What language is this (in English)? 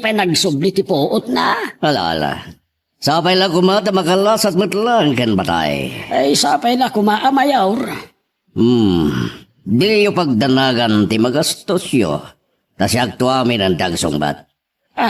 Iloko